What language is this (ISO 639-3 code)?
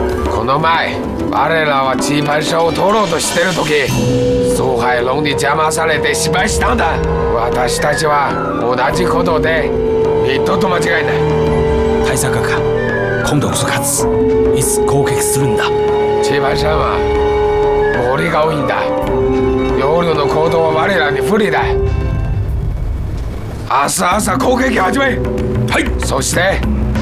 jpn